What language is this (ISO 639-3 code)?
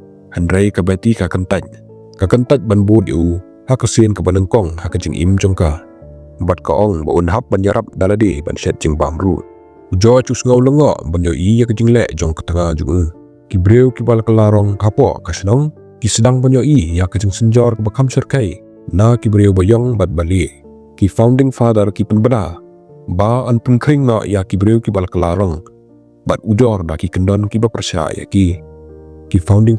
kha